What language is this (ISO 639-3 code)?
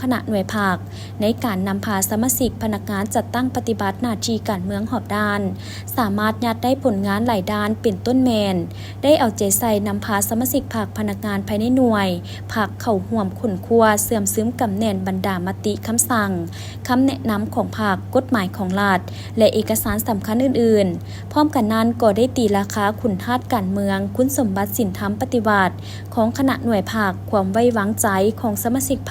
lao